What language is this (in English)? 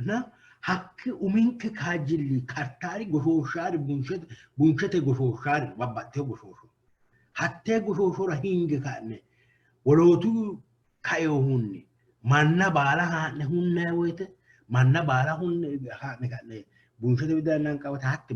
Sidamo